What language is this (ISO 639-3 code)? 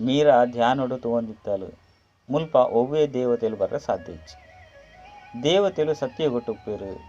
tcy